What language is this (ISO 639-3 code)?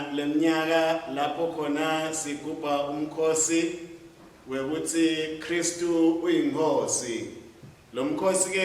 ssw